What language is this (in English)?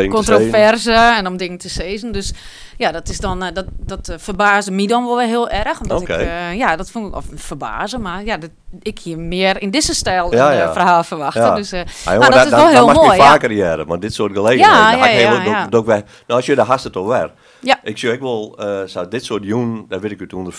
Western Frisian